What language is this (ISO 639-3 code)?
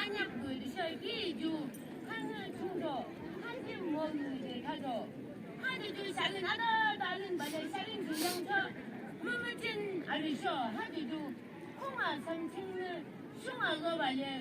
yim